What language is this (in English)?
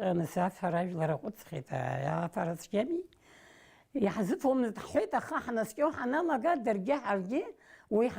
Abkhazian